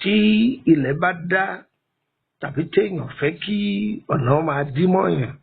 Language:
Yoruba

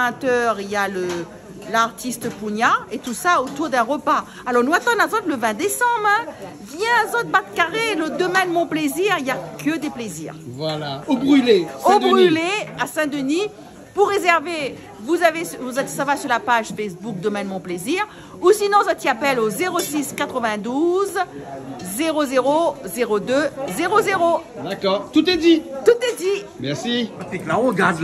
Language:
Réunion Creole French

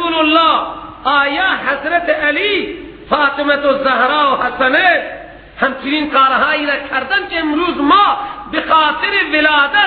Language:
Persian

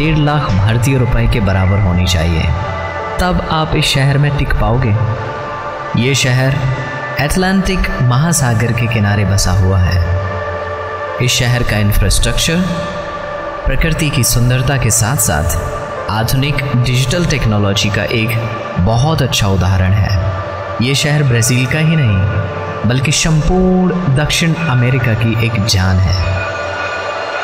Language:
Hindi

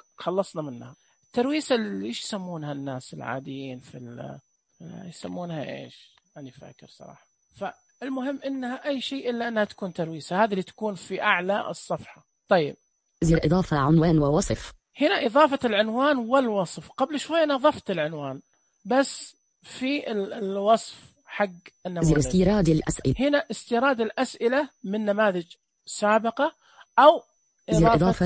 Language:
Najdi Arabic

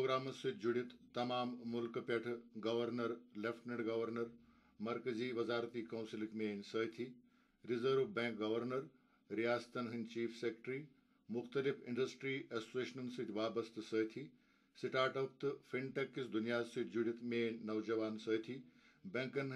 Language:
Kashmiri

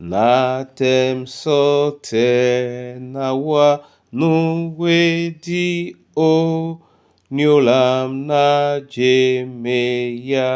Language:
Duala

